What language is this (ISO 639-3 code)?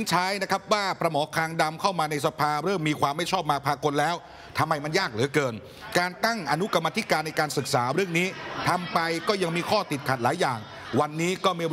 tha